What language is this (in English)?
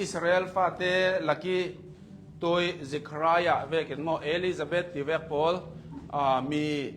Hakha Chin